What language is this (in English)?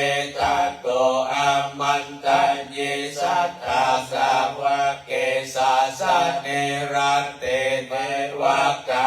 Pali